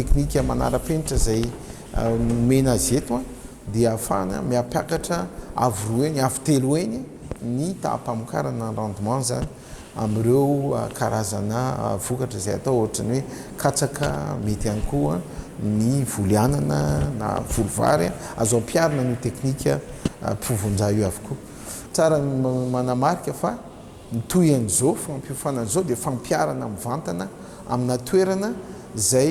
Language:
Malagasy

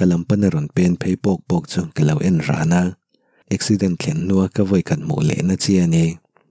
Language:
Mizo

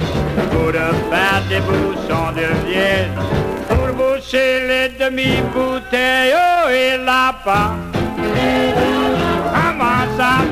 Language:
Cajun French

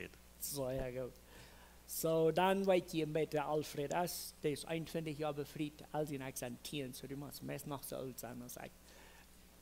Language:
Plautdietsch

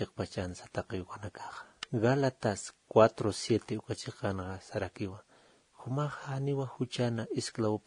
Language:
Aymara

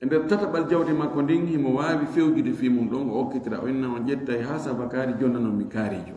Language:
Fula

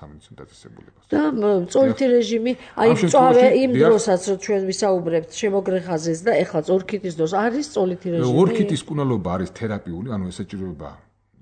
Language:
Georgian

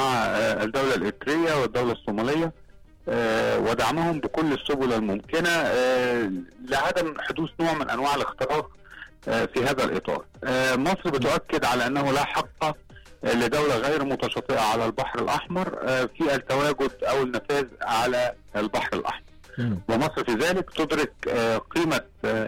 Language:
Egyptian Arabic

